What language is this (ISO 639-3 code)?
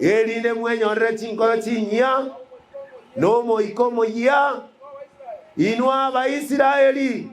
guz